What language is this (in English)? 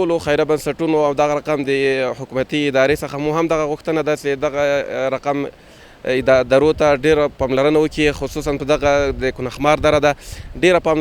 Pashto